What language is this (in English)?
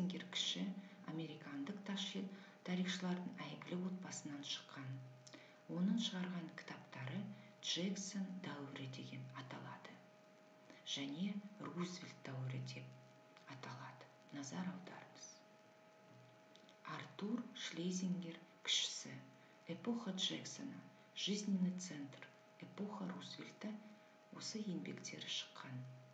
Kazakh